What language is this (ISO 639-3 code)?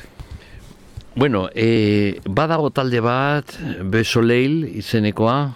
eus